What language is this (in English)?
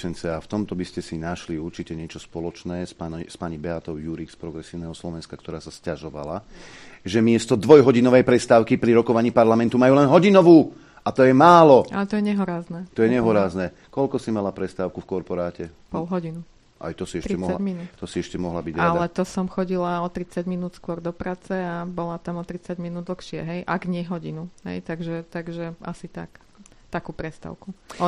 Slovak